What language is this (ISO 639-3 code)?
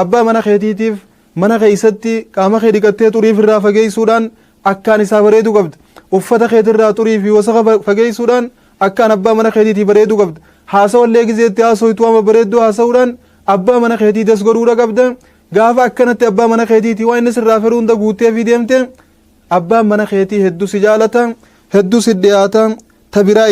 orm